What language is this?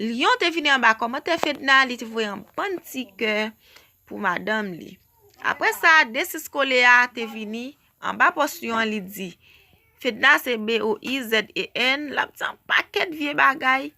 Haitian Creole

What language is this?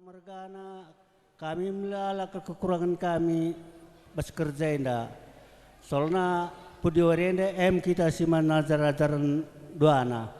Batak Karo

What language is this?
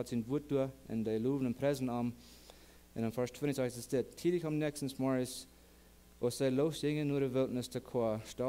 Plautdietsch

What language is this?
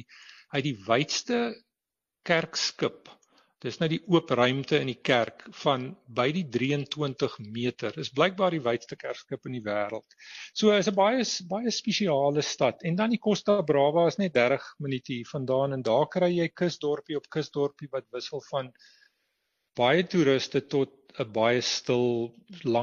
Afrikaans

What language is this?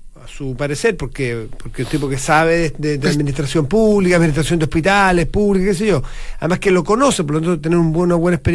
Spanish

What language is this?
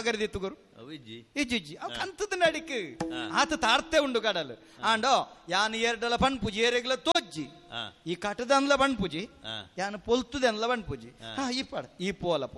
Tulu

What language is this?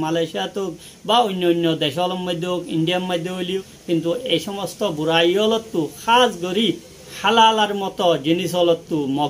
Rohingya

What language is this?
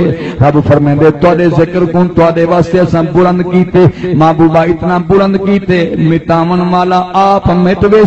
Saraiki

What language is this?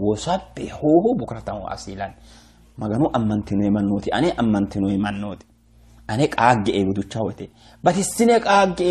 Sidamo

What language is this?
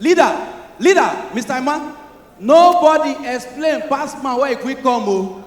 Nigerian Pidgin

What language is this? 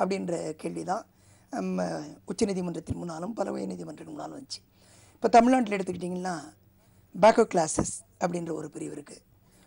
Tamil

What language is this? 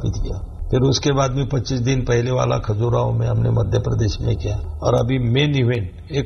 Hindi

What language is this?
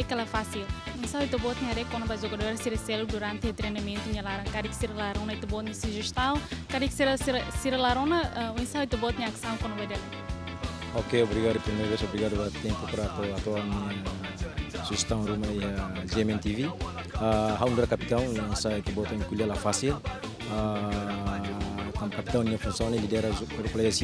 Tetum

